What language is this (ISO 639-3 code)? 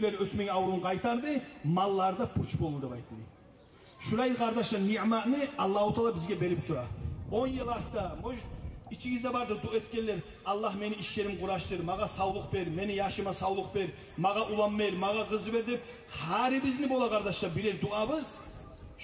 kum